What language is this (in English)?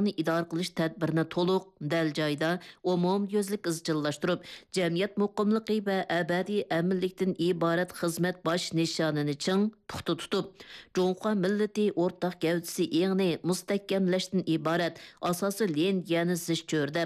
Uyghur